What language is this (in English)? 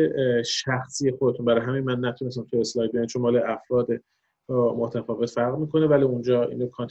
Persian